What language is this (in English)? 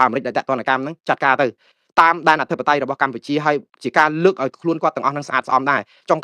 Khmer